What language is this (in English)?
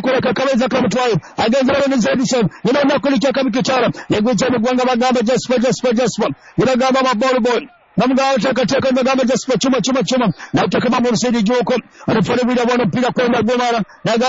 Swahili